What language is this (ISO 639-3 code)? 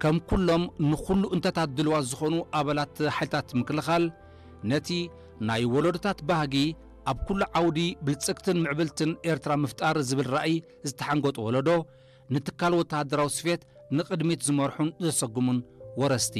tir